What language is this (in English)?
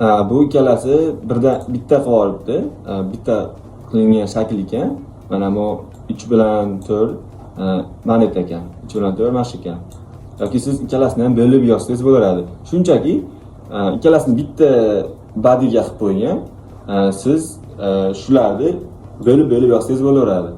Uzbek